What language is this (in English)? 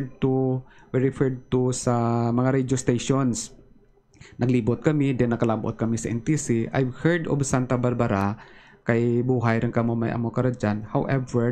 Hiligaynon